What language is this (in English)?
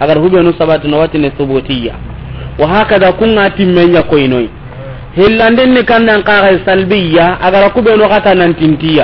Soninke